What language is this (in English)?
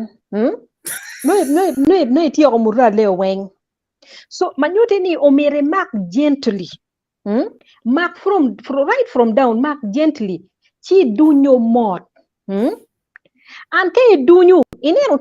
Acoli